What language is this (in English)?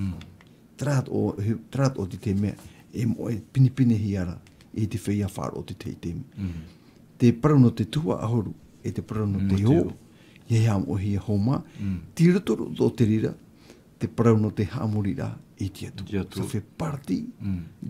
Tahitian